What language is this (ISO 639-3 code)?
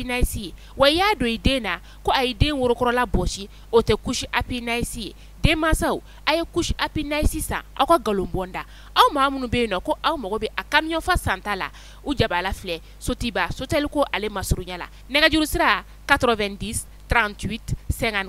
bam